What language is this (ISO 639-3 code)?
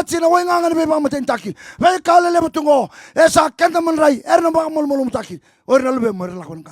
fij